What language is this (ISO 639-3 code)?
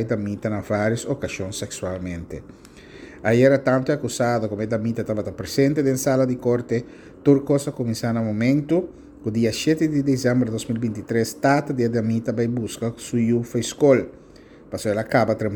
pap